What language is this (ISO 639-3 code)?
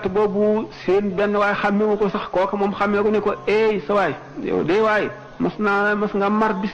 wol